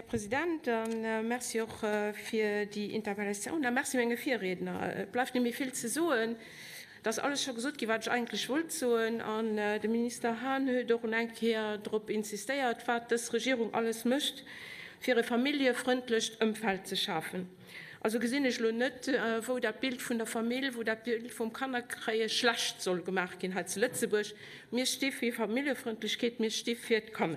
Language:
Luxembourgish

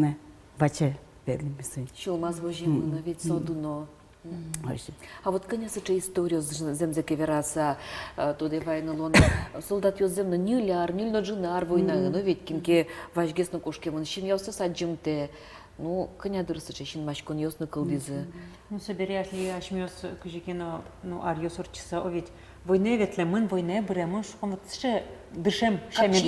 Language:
Udmurt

